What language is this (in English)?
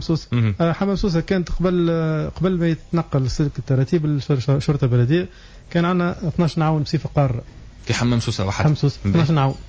Tunisian Arabic